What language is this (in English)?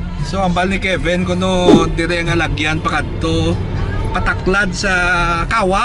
Hiligaynon